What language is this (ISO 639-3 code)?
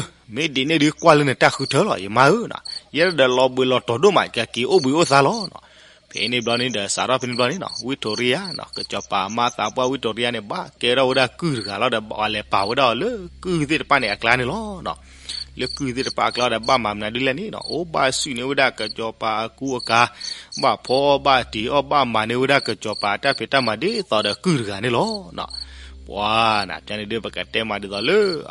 ksw